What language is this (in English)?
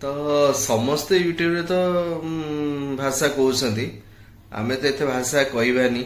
Odia